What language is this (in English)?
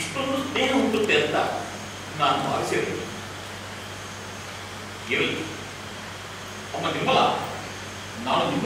Kannada